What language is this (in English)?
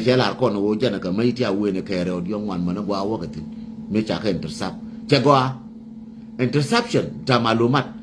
Nuer